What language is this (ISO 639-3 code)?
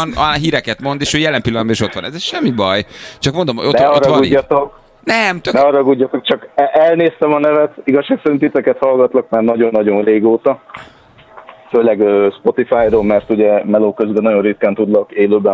hun